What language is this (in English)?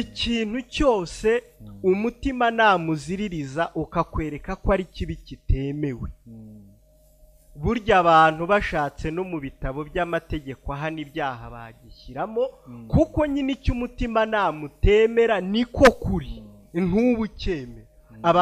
Kinyarwanda